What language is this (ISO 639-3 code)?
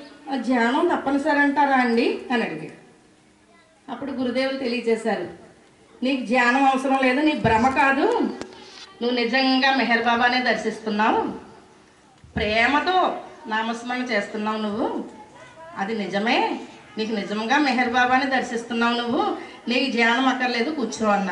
tel